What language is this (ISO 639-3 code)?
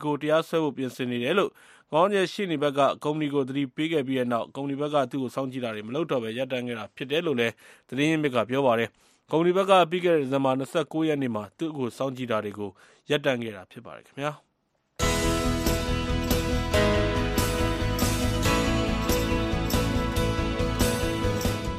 mya